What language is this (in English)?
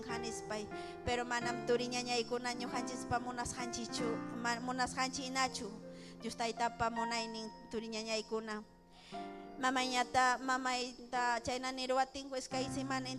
Ayacucho Quechua